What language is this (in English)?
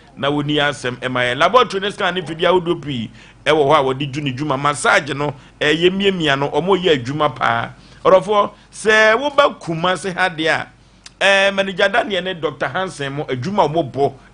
Akan